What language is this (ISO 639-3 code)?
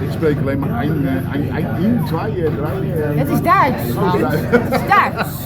fry